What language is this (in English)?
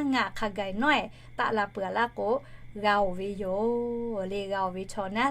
Lahu